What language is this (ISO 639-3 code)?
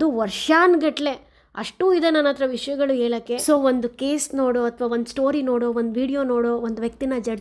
kan